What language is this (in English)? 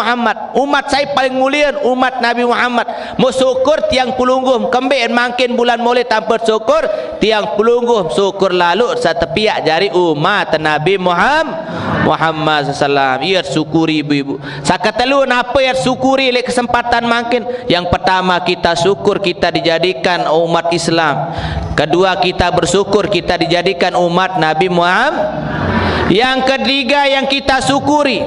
Sasak